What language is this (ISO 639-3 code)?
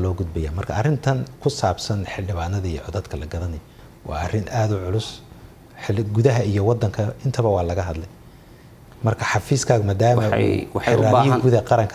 som